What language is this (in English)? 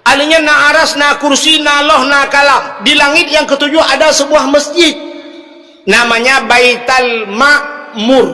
Achinese